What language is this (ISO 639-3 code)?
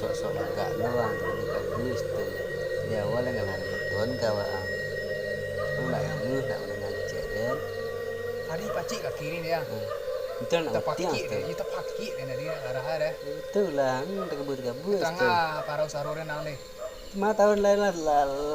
min